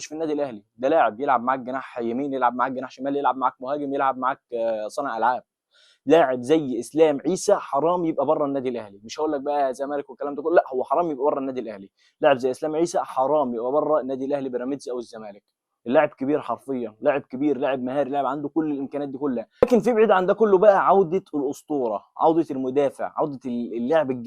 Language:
Egyptian Arabic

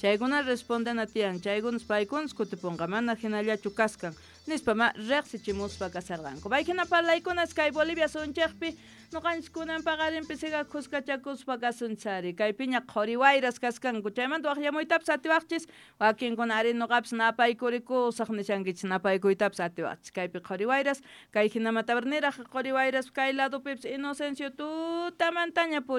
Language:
Quechua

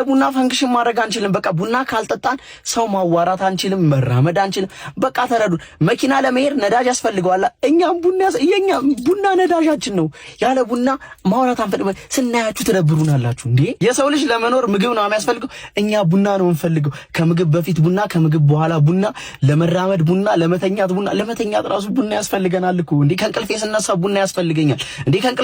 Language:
Amharic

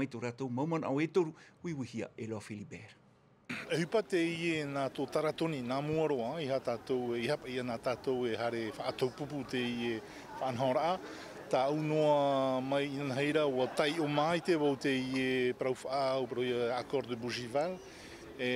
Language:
Tahitian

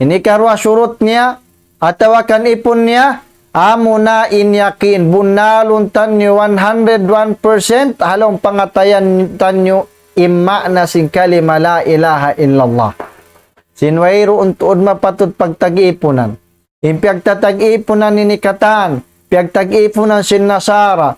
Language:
Tausug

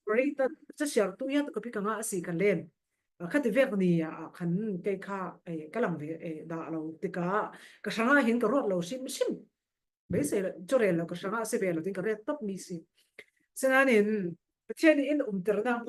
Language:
Falam Chin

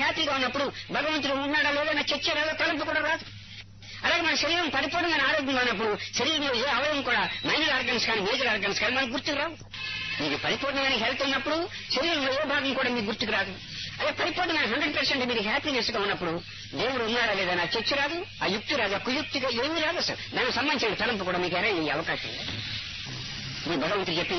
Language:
Telugu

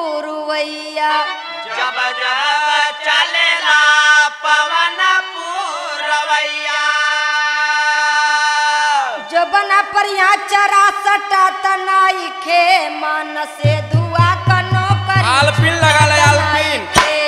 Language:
Bhojpuri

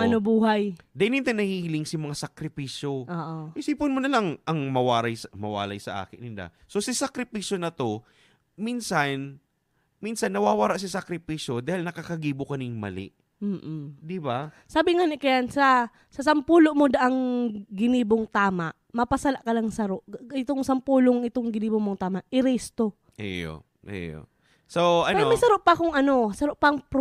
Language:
Bikol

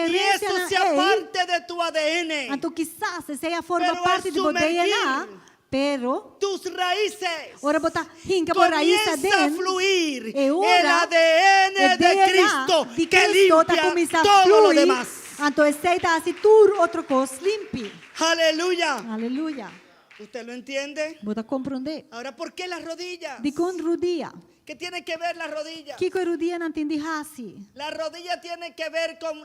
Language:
Papiamento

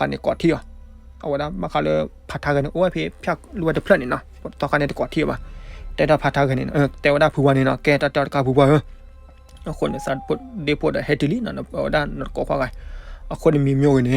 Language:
S'gaw Karen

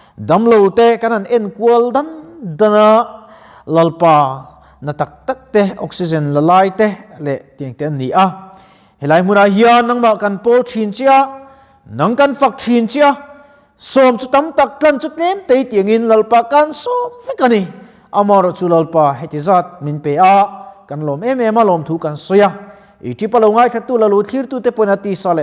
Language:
Mizo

